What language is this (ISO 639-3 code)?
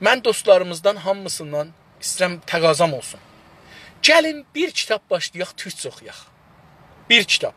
azb